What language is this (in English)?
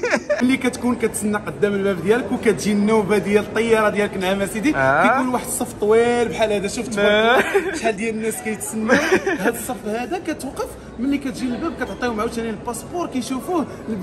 Moroccan Arabic